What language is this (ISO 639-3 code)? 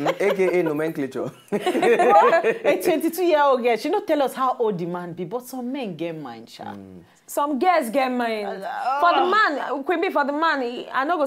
pcm